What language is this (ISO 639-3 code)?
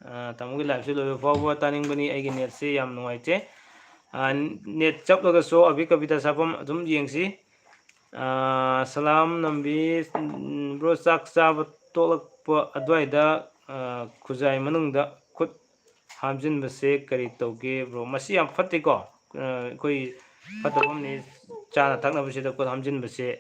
mni